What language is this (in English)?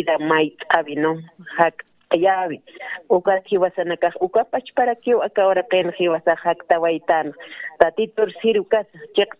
Aymara